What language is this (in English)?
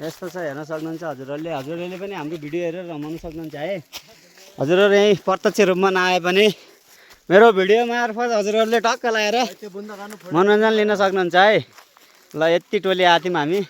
Nepali